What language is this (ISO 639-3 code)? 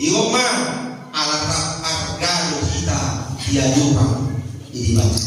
bbc